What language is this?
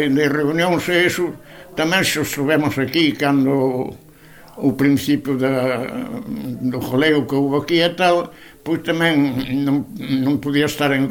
Galician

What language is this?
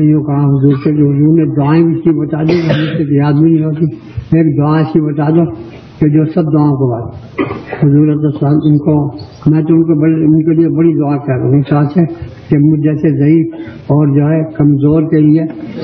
Urdu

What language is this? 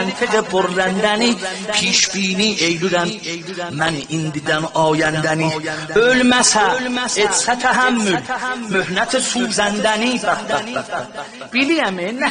South Azerbaijani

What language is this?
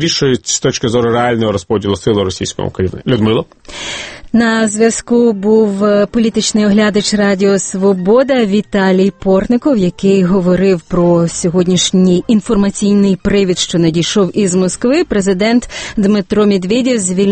Ukrainian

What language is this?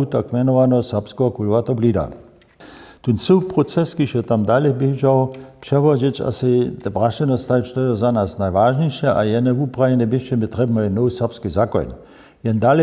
Upper Sorbian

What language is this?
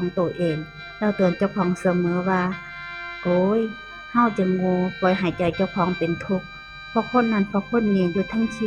Northeastern Thai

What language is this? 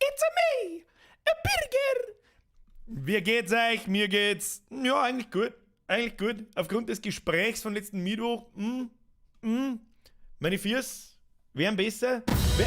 Bavarian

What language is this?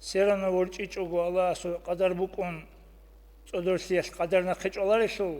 Avaric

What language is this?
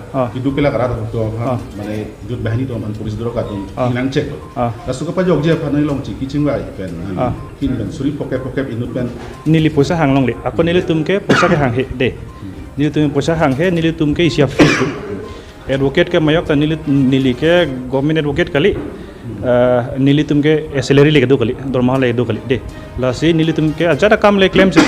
Karbi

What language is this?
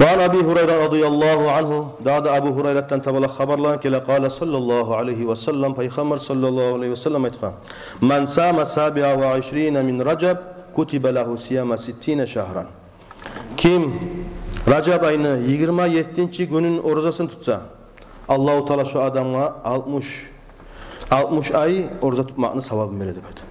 Kumyk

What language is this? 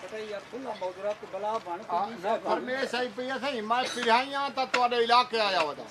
Saraiki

